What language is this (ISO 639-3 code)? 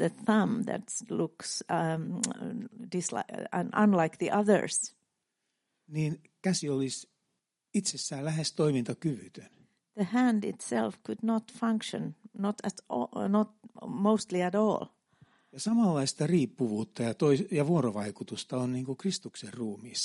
fin